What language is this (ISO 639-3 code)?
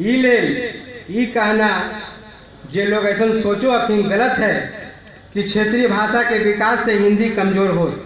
mag